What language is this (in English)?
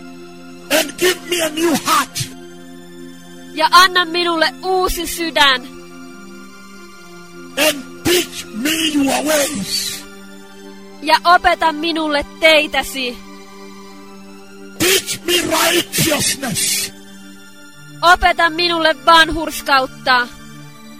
Finnish